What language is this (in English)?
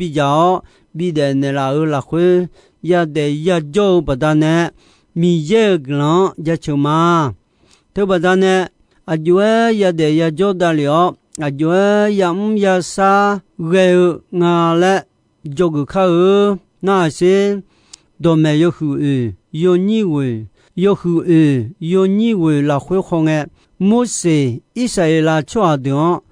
Akha